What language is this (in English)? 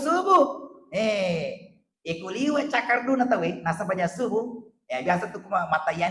Buginese